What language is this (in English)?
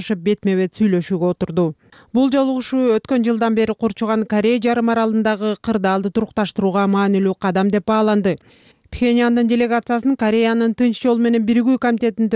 Kyrgyz